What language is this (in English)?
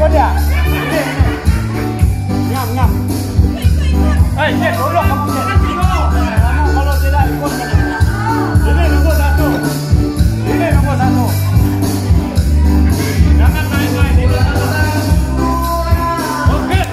Malay